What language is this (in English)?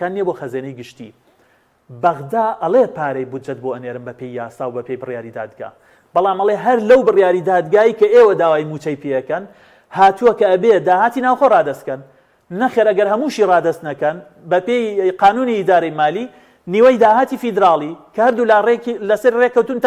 Central Kurdish